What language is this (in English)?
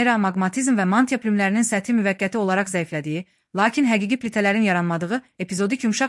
Azerbaijani